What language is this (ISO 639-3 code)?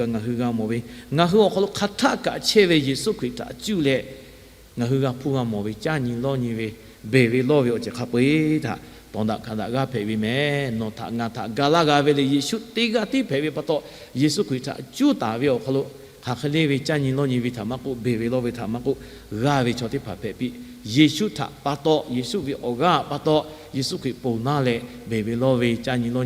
lhu